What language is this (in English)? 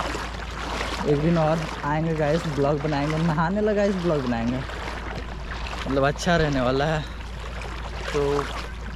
Hindi